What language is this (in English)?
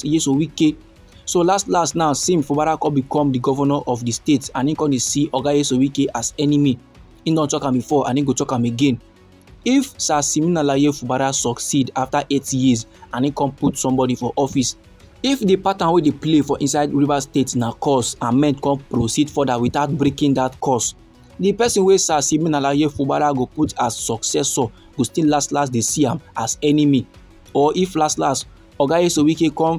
Nigerian Pidgin